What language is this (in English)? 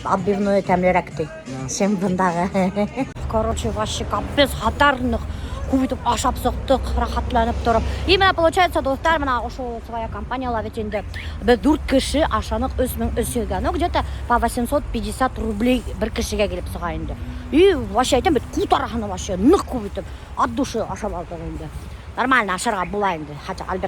Bashkir